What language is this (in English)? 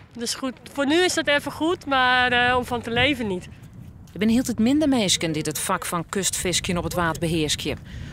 Western Frisian